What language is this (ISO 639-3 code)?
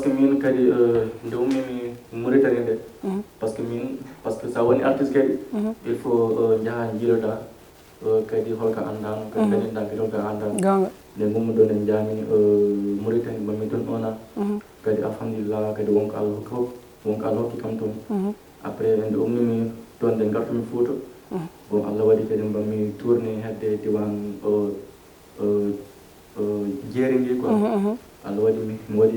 ful